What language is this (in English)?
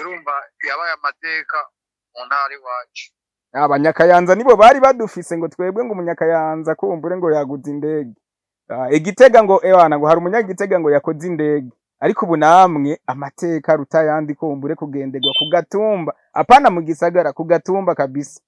Rundi